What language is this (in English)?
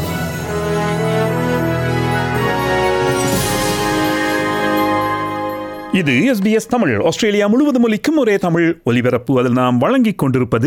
Tamil